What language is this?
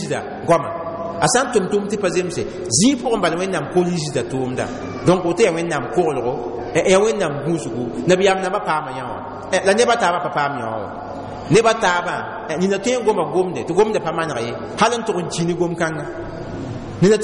Mossi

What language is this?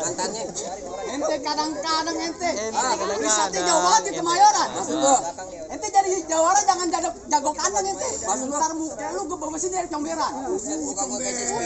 Betawi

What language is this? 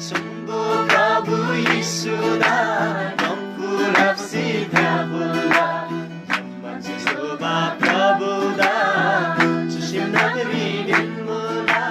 Eastern Tamang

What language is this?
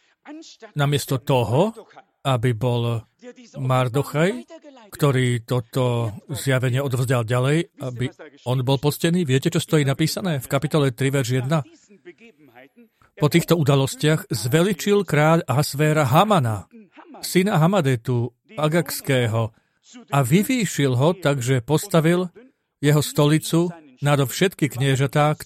Slovak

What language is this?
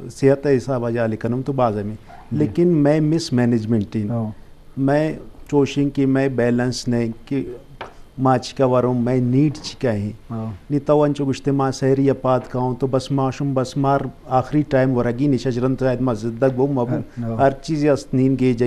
Eastern Balochi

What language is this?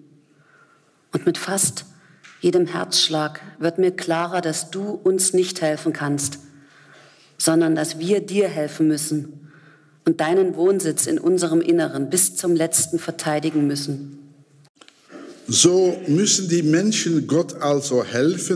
German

